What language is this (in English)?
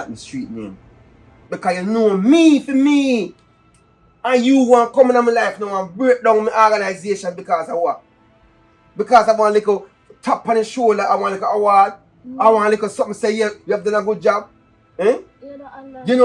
Jamaican Creole English